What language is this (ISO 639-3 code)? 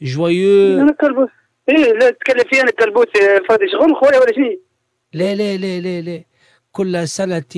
aeb